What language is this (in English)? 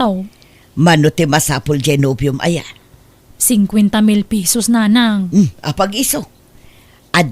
Iloko